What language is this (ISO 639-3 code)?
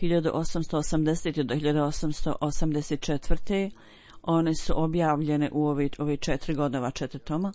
bos